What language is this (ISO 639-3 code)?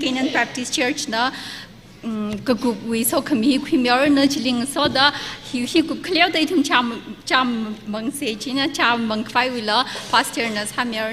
nmf